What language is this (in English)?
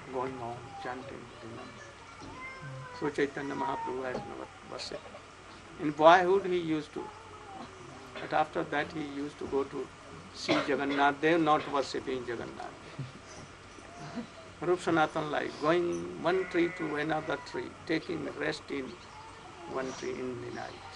English